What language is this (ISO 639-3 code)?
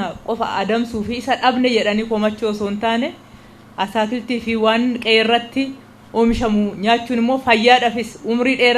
orm